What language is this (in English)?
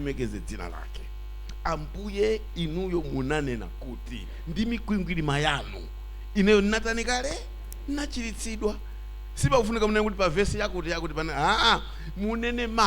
Nyanja